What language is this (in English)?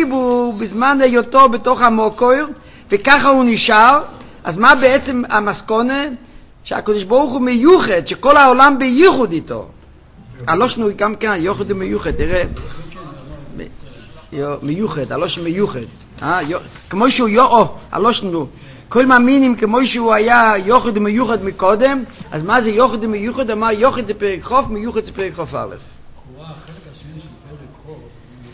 Hebrew